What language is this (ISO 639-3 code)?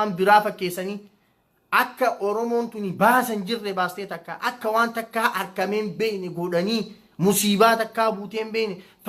orm